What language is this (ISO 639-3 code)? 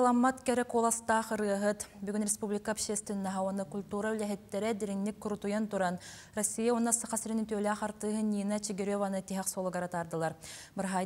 sah